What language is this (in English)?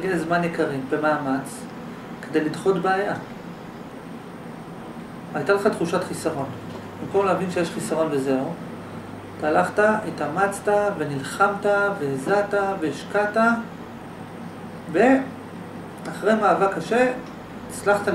Hebrew